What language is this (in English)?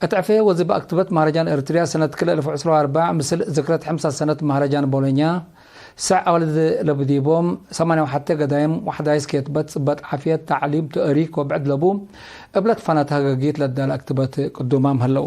Tigre